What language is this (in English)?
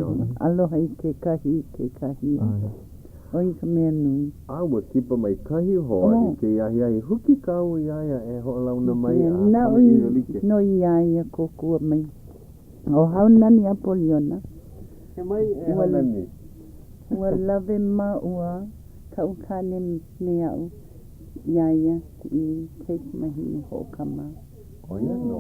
Hawaiian